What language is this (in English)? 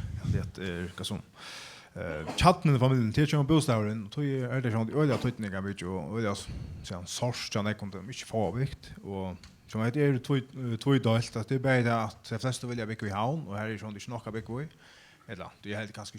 Faroese